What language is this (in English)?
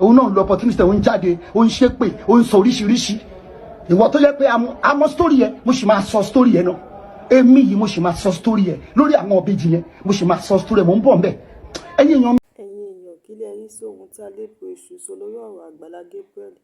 Yoruba